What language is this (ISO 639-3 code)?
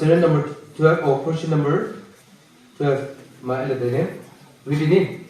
nnp